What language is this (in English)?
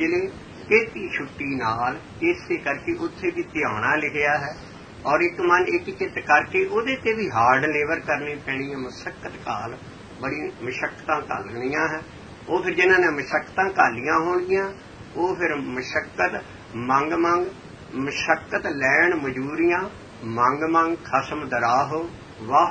Punjabi